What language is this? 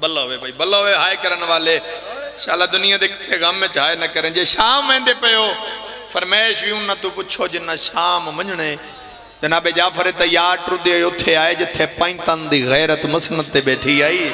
Pahari-Potwari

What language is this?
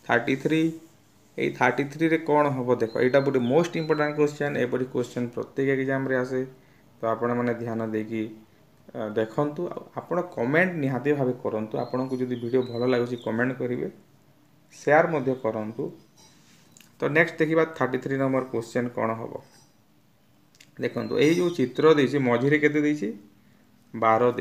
Odia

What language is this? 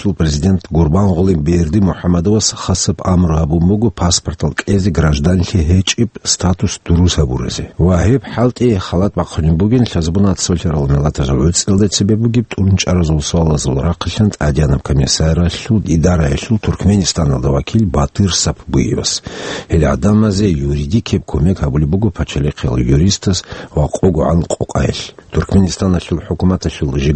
Avaric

